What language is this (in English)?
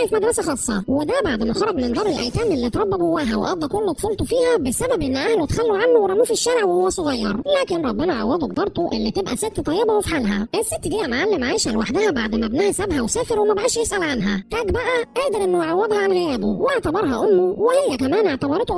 Egyptian Arabic